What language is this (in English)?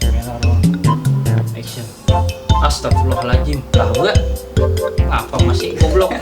Betawi